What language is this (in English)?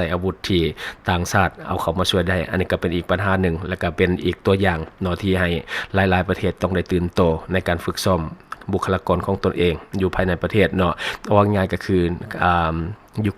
Lao